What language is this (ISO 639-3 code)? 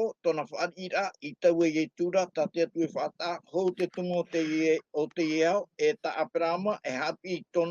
tah